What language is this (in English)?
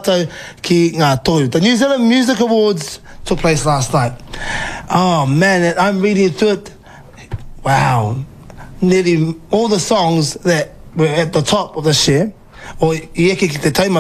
Māori